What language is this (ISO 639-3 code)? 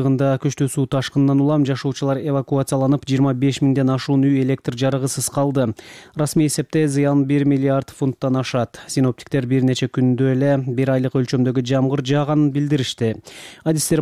kir